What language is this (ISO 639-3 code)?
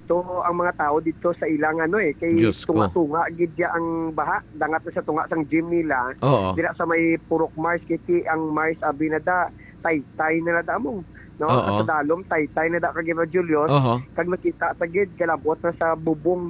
hil